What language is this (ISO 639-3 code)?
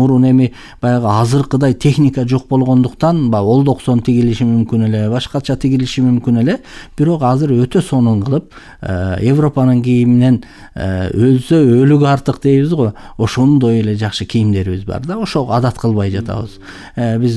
kir